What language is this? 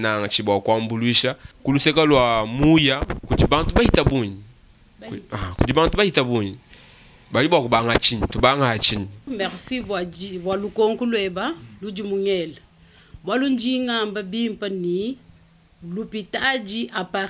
Luba-Lulua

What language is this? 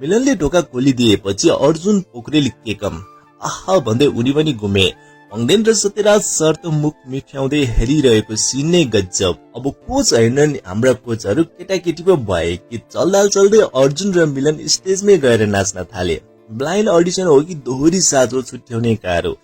Nepali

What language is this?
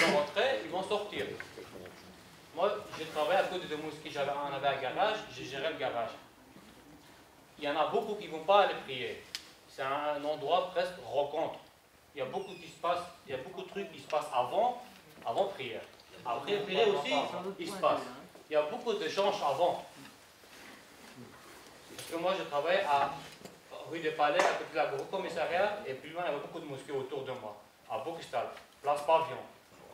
French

